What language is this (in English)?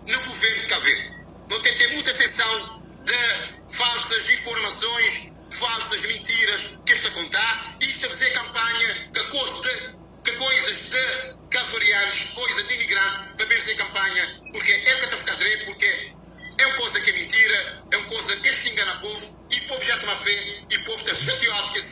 Kabuverdianu